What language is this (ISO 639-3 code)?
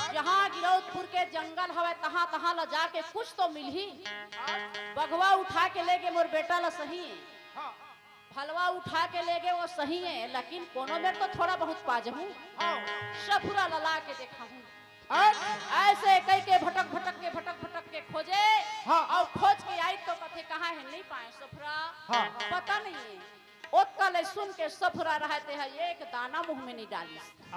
hne